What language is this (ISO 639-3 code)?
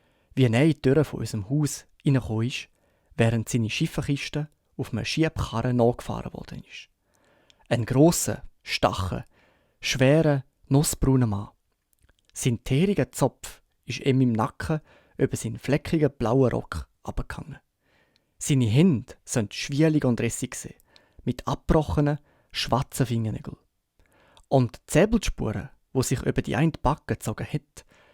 gsw